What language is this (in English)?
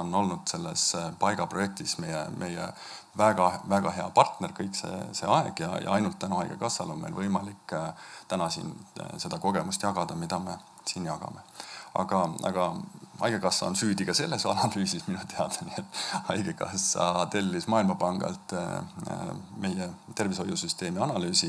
Estonian